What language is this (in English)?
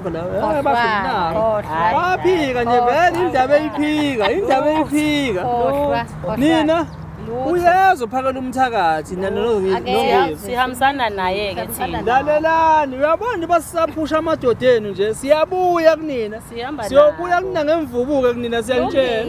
Zulu